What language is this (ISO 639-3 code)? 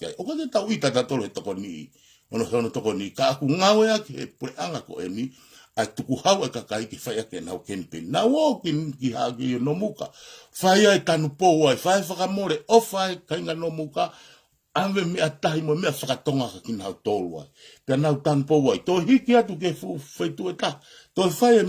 ton